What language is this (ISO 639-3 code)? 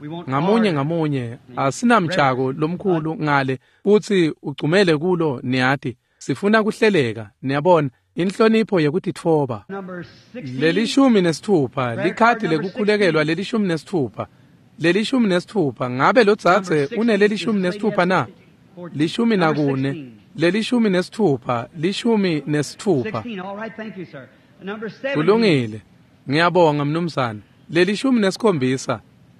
ssw